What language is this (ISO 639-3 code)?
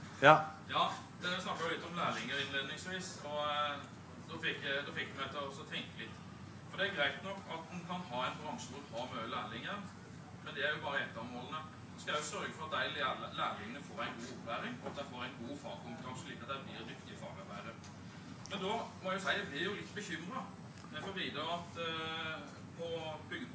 nor